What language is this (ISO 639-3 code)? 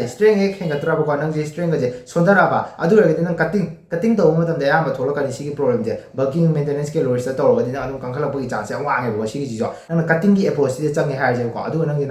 mni